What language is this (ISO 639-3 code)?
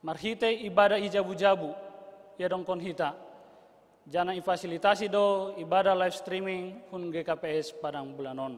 bts